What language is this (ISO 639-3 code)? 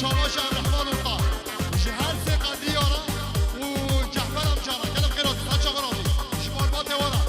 kur